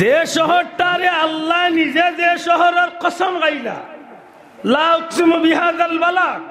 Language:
Sylheti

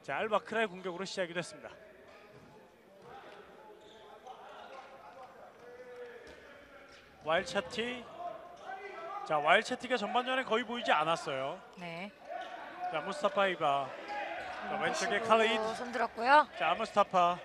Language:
Korean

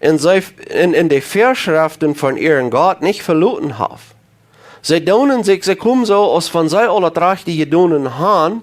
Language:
Plautdietsch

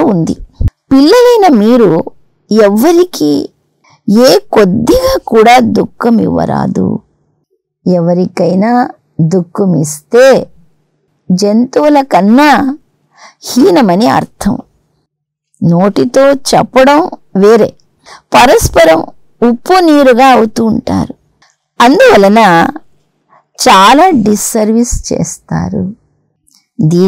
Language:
Telugu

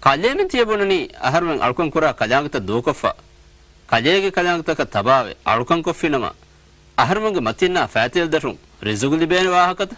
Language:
Divehi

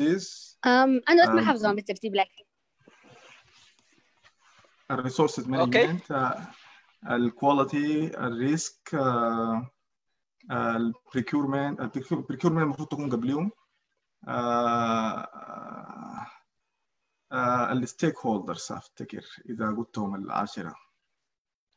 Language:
Sudanese Arabic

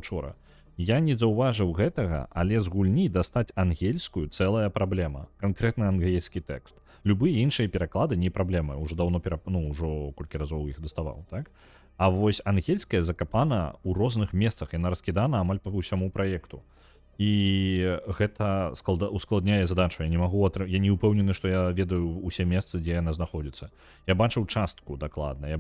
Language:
Belarusian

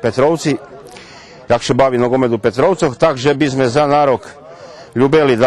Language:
Rusyn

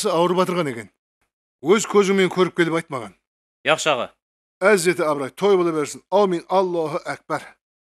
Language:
Kara-Kalpak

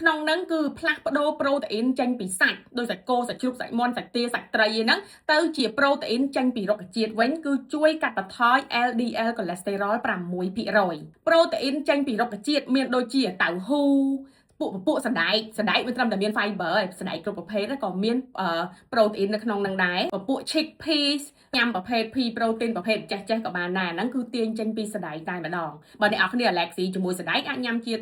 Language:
Khmer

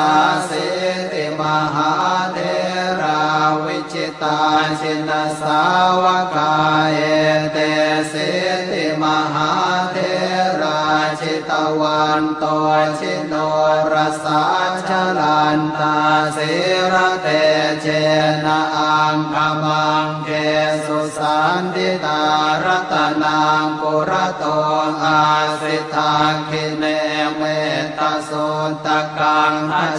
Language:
Pali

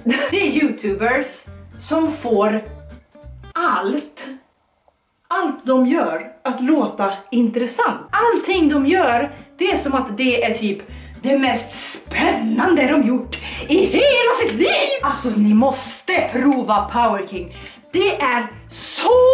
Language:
Swedish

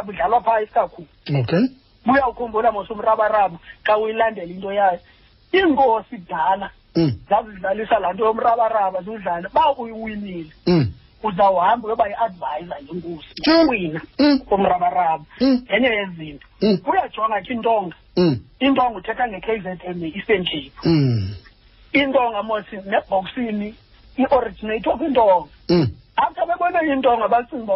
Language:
Xhosa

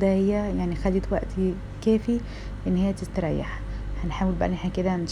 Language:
Egyptian Arabic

